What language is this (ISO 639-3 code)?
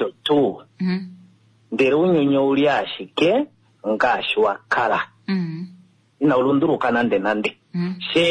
kua